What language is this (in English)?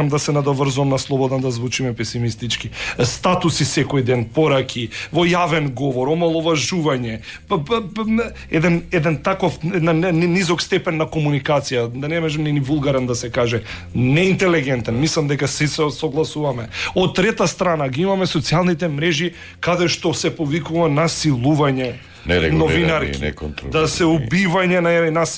Macedonian